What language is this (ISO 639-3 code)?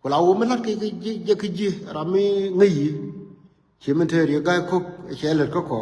nus